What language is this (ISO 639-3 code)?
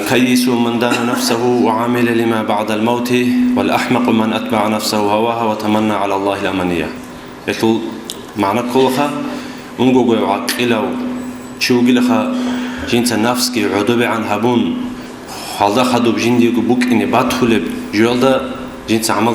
ava